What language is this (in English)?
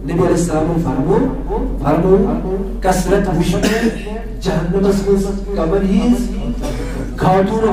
Kashmiri